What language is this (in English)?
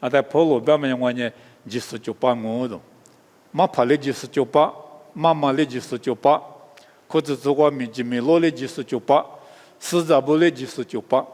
Lisu